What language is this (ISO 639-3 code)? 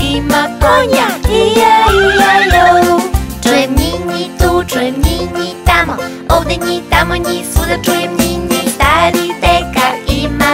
srp